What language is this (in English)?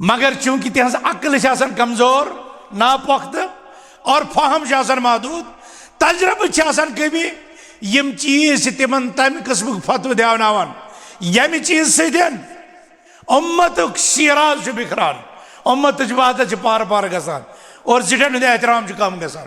Kashmiri